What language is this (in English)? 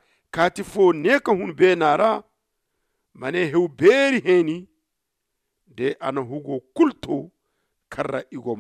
Zarma